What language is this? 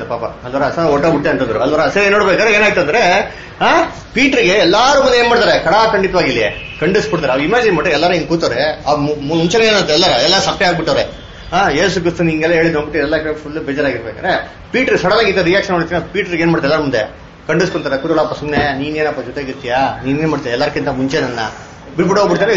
Kannada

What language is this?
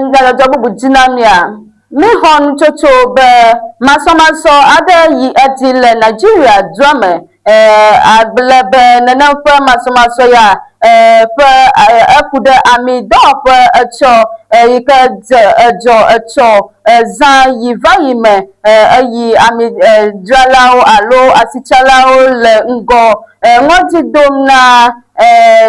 Ewe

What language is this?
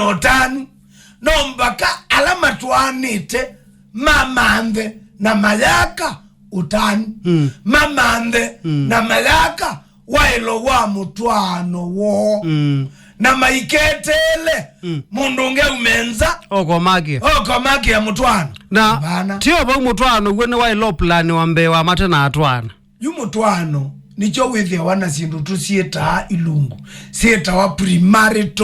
Kamba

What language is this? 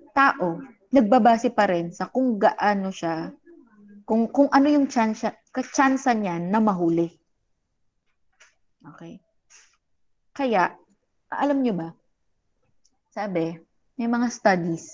Filipino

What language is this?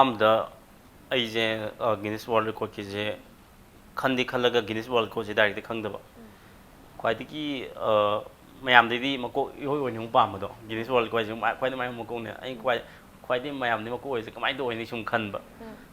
Manipuri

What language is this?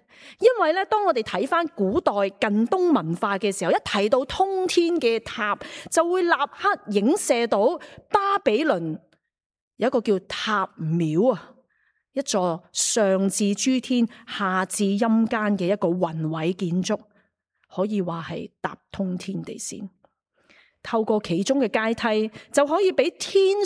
Cantonese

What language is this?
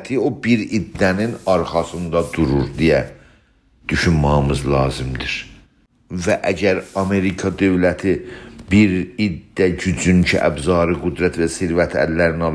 South Azerbaijani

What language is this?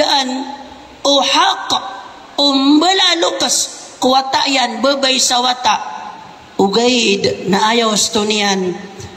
Maranao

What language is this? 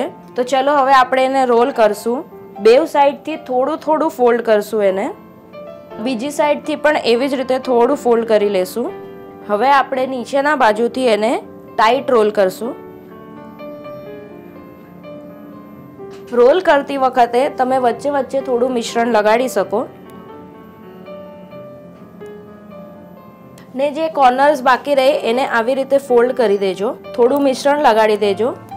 Gujarati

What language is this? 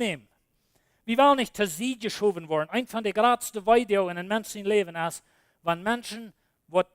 Plautdietsch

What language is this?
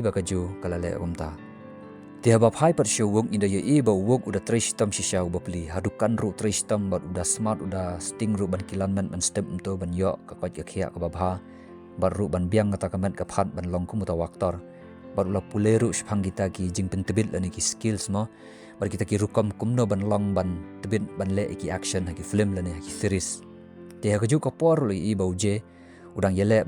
Khasi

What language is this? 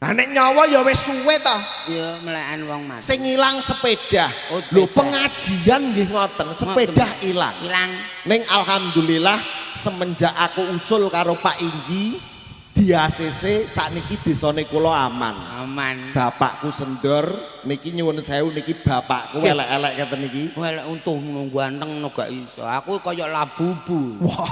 Javanese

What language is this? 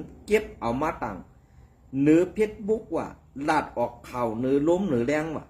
Shan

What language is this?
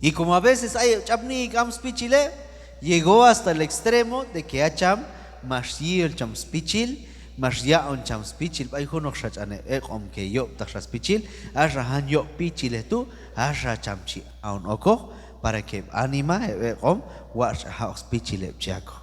Q'anjob'al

